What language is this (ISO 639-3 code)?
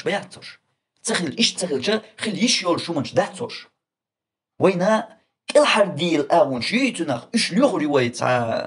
che